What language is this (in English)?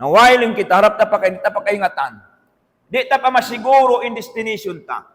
Tausug